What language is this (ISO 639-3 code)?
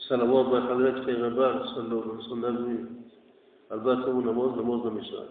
tgk